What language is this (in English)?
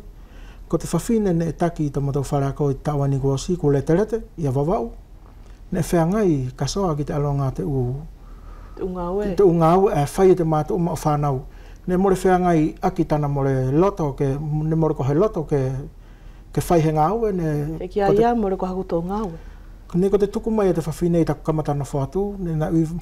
Wallisian